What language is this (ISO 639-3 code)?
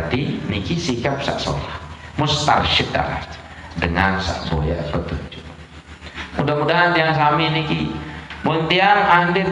sas